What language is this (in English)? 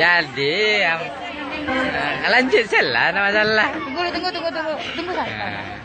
Minangkabau